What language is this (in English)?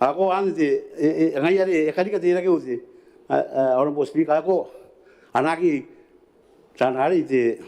Gilbertese